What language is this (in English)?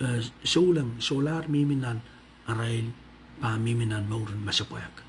Pohnpeian